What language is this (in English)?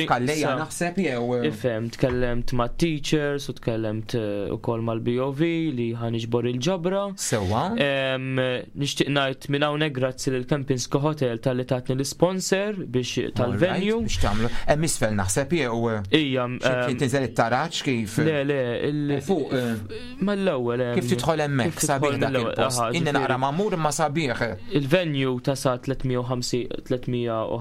Maltese